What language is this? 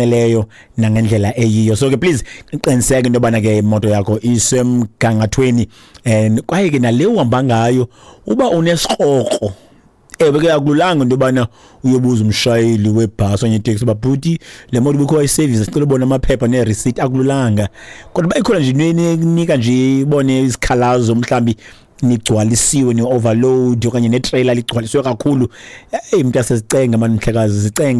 Xhosa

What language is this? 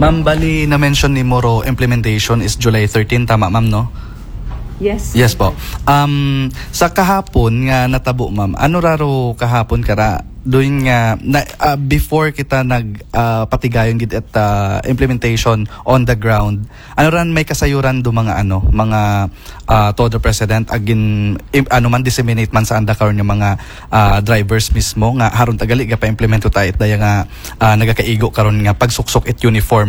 Aklanon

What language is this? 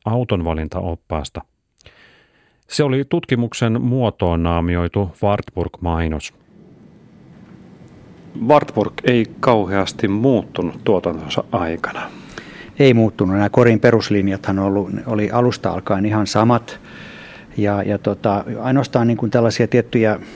Finnish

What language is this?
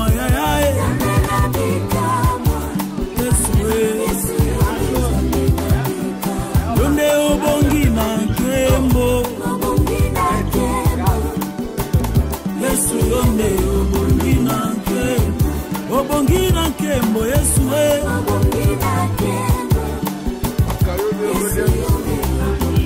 Lingala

